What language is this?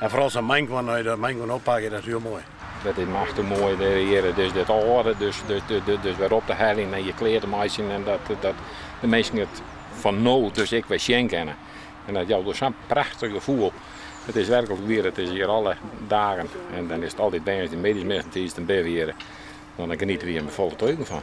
Western Frisian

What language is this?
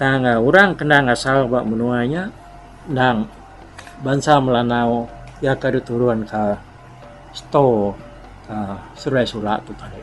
Iban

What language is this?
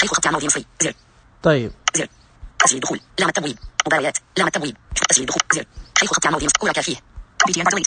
Najdi Arabic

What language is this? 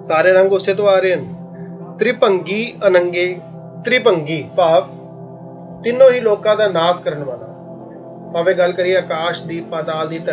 Punjabi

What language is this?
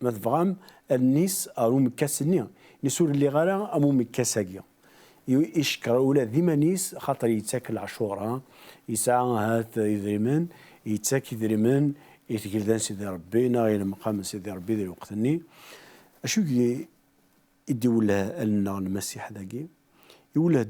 Kabyle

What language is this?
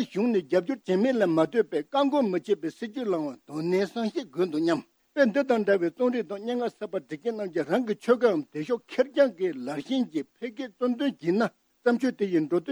Tibetan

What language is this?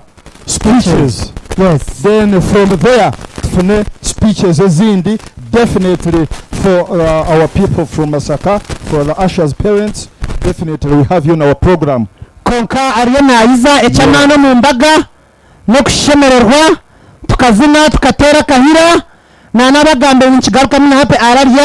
Nyankole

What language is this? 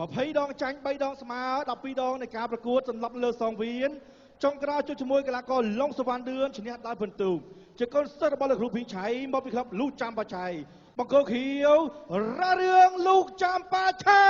Khmer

